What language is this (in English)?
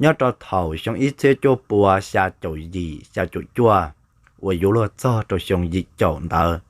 Hmong